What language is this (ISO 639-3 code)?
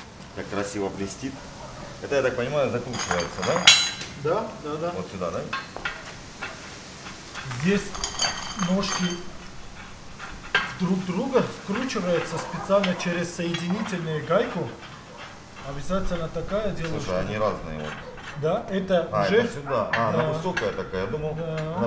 rus